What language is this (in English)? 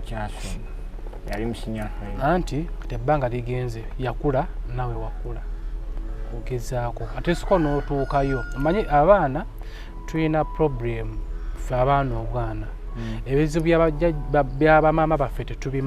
Ganda